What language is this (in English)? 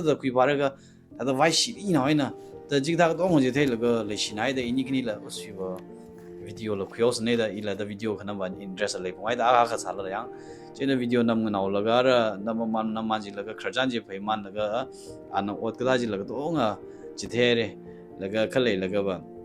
Tangkhul Naga (India)